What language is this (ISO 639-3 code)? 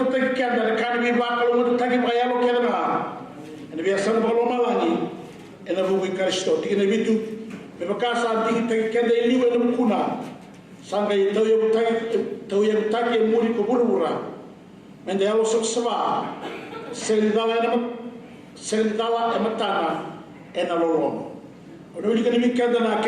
fij